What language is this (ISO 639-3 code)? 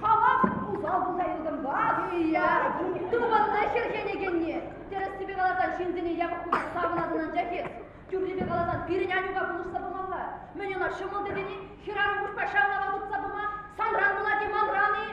chv